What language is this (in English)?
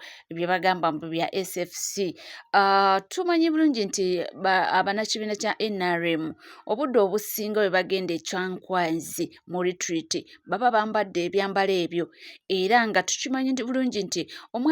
Ganda